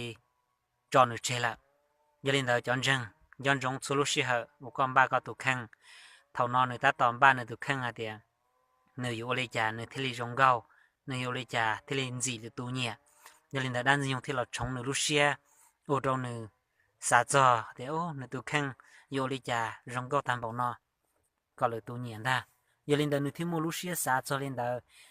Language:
Hmong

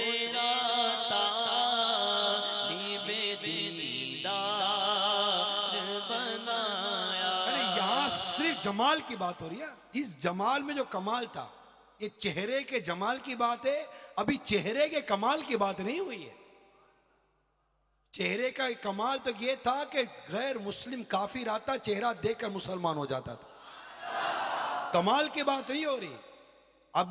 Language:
Urdu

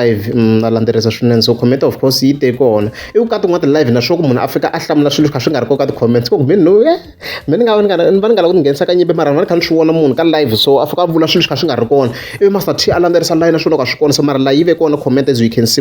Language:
Tsonga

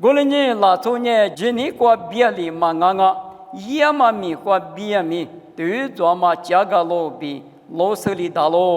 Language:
Lisu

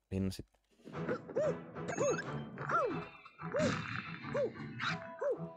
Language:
Finnish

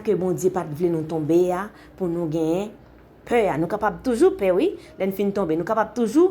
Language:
Haitian Creole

